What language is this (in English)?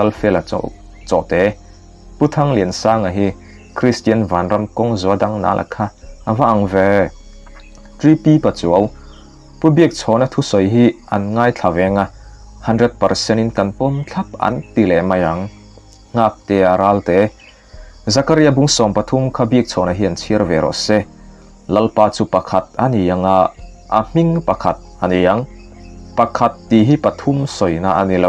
Mizo